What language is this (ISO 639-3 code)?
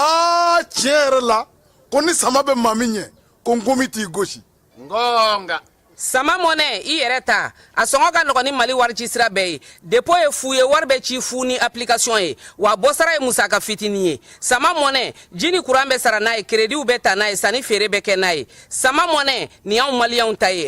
bam